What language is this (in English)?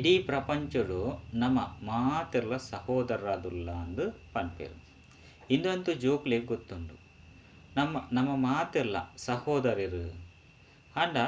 Tulu